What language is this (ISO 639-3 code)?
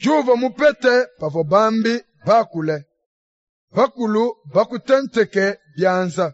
lua